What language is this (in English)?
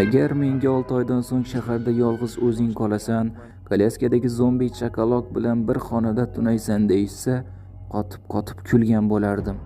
Uzbek